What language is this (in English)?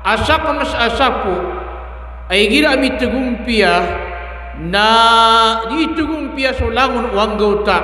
Maranao